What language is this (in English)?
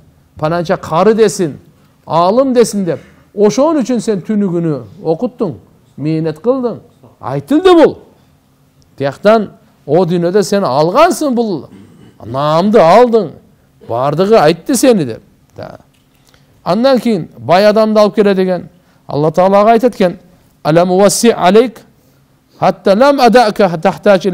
Kyrgyz